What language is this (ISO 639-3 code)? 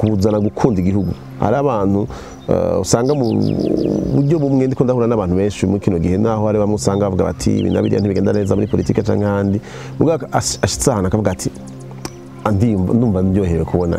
run